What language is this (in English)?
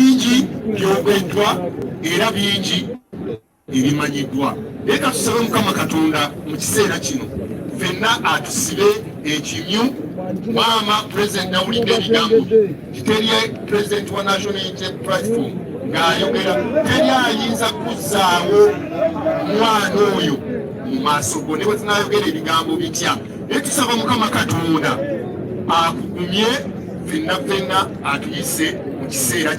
Ganda